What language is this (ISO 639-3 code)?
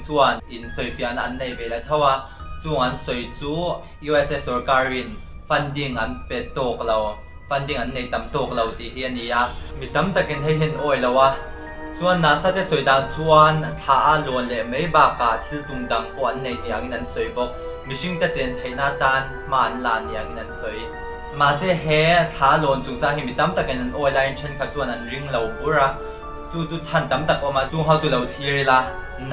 lus